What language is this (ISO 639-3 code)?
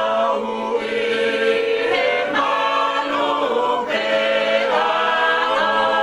ton